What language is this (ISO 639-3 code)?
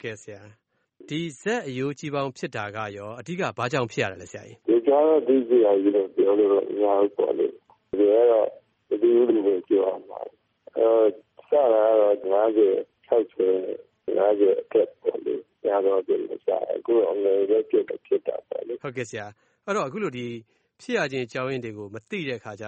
mya